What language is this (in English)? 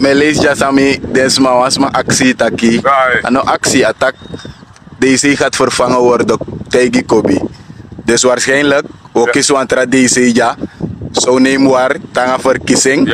Sranan Tongo